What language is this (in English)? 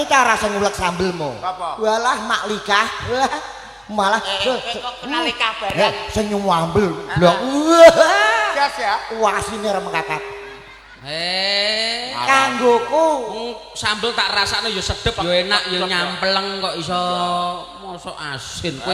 Javanese